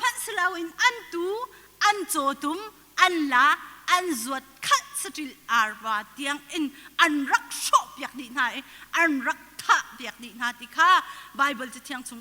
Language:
Hakha Chin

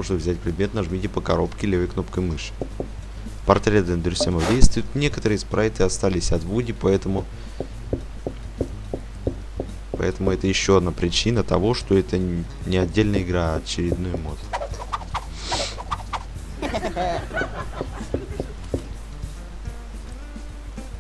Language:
Russian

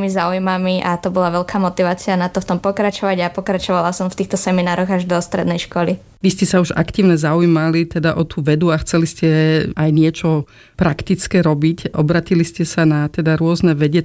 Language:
Slovak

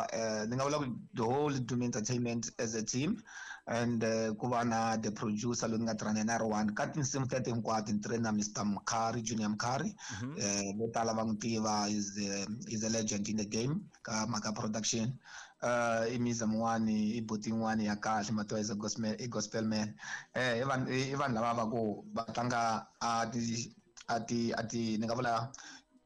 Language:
Tsonga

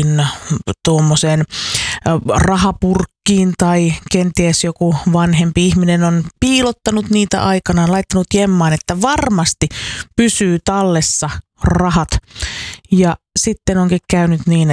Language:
Finnish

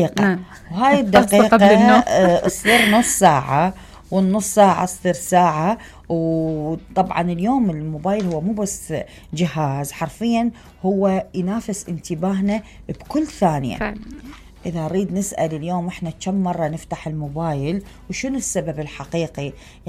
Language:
Mesopotamian Arabic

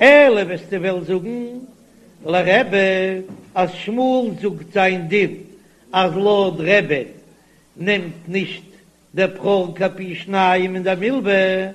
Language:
Yiddish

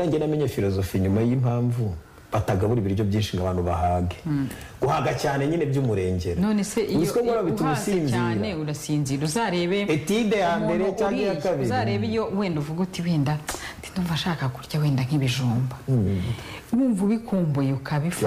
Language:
Kinyarwanda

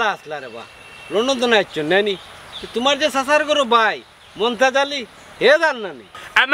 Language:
Sylheti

